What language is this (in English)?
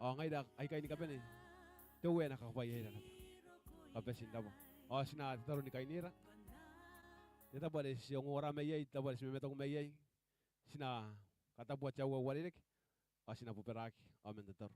Gilbertese